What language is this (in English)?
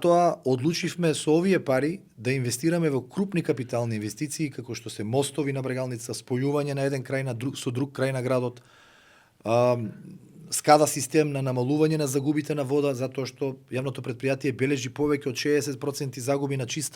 Macedonian